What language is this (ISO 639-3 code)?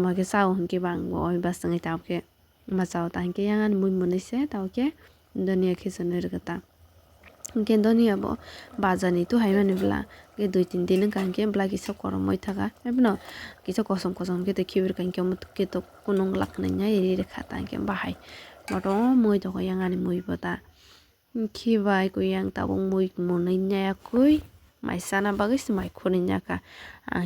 trp